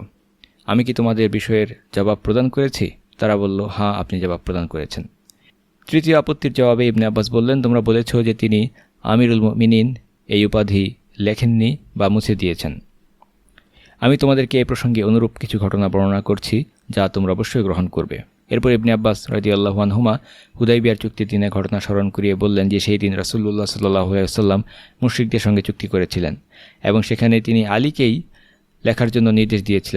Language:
Bangla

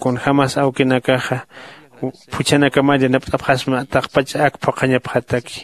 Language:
Aymara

